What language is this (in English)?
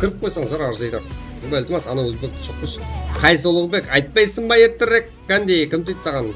Kara-Kalpak